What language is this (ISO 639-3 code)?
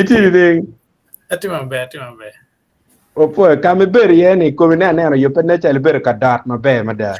ach